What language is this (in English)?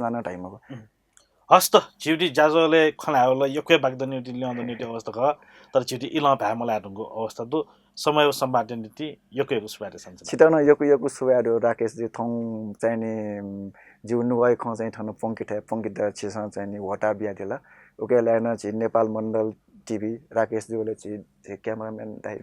Newari